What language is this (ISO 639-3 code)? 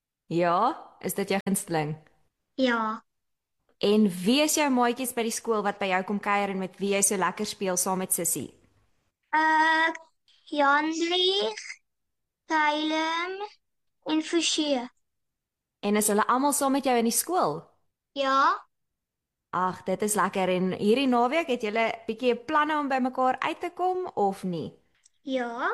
afr